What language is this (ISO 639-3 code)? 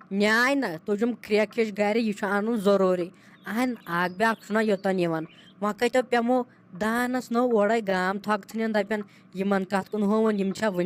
kas